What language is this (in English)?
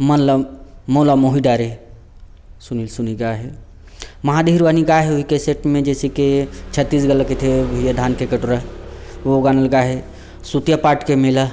Chhattisgarhi